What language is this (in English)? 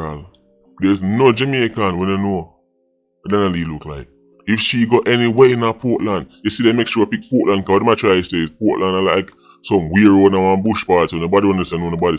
Jamaican Creole English